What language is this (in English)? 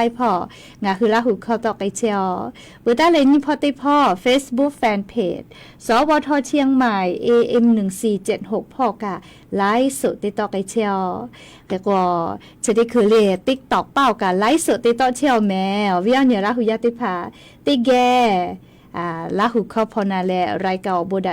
Lahu